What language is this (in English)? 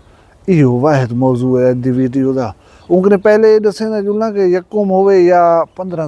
Saraiki